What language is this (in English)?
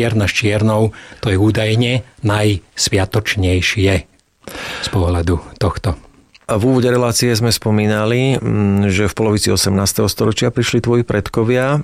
Slovak